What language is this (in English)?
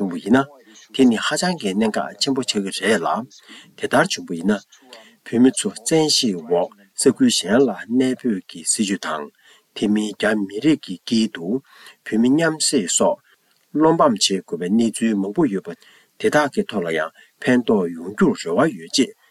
Tibetan